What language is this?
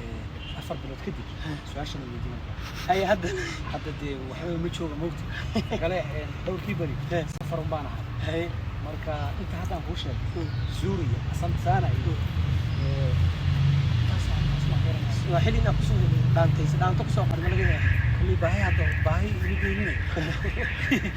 Somali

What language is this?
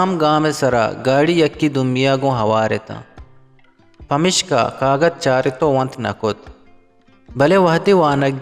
Eastern Balochi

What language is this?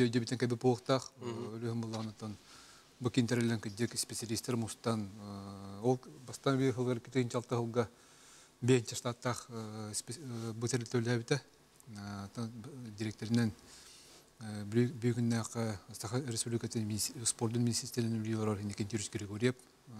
Yakut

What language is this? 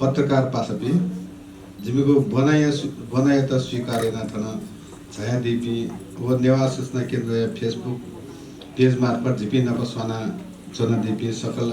Newari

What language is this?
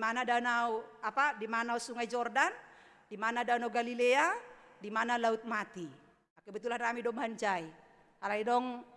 Batak Simalungun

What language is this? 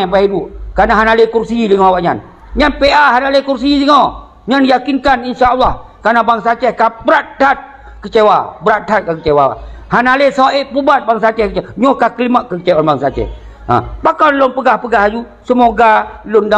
Achinese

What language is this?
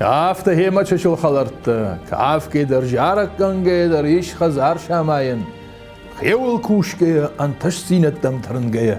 Ossetic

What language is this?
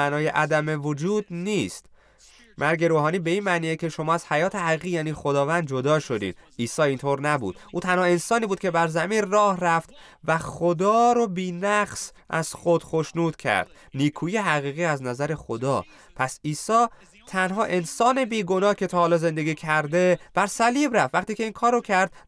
Persian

